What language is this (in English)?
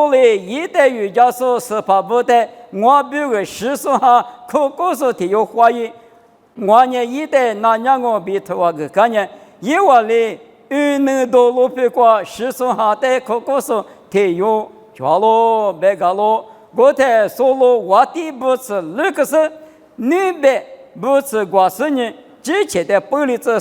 Lisu